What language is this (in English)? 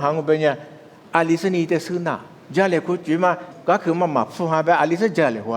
Lisu